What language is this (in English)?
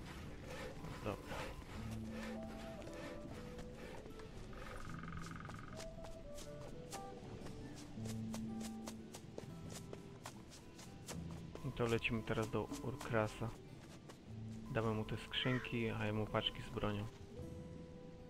Polish